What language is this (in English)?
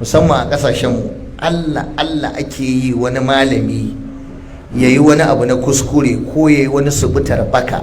Hausa